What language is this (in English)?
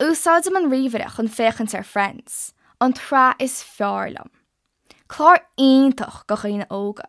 Irish